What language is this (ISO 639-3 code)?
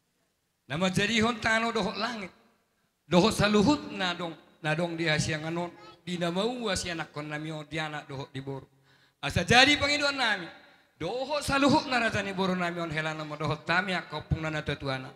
bbc